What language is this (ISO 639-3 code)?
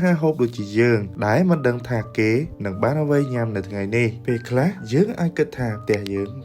khm